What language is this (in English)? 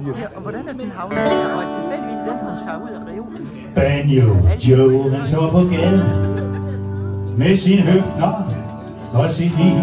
Danish